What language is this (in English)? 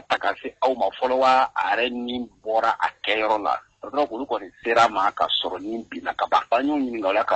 Bambara